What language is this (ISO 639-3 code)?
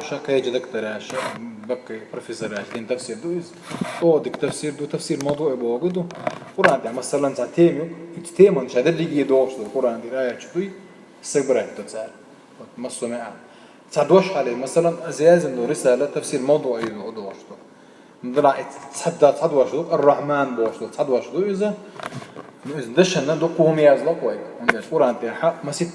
che